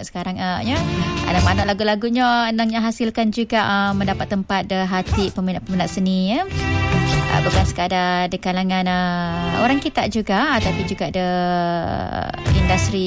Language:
Malay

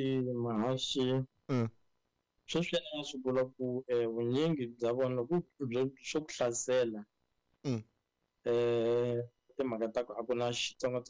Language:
Tsonga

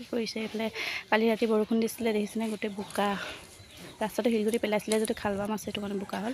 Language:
Assamese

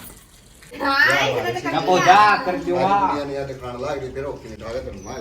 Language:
Haryanvi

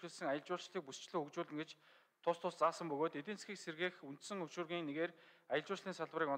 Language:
Mongolian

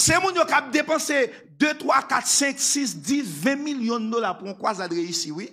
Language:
Haitian Creole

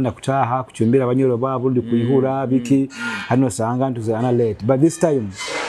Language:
Nyoro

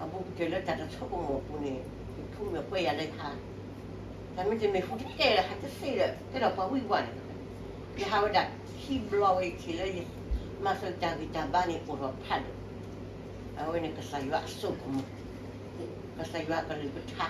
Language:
S'gaw Karen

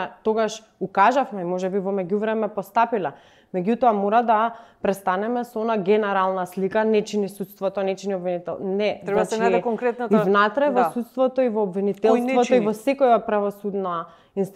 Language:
Macedonian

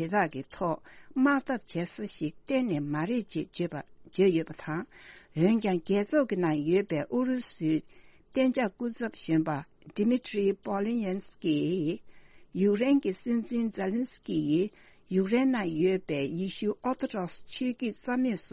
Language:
Tibetan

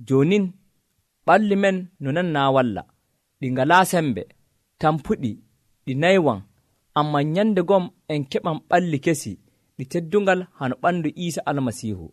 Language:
Nigerian Fulfulde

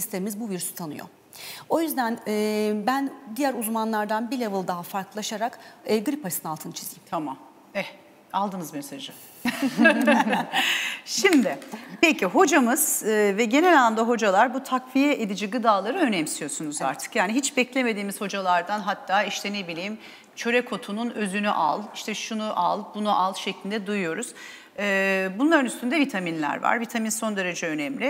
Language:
Turkish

